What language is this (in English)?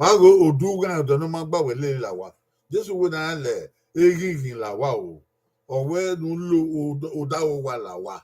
Bini